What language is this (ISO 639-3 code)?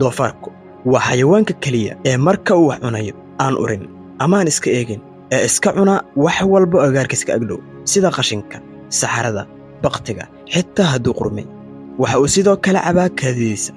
som